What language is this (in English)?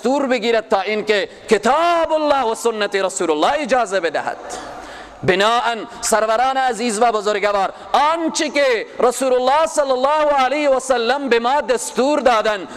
Persian